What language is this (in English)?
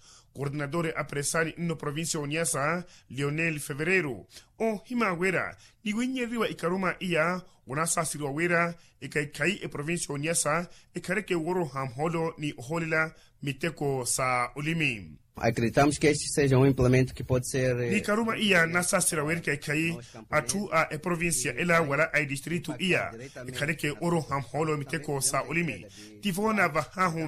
Makhuwa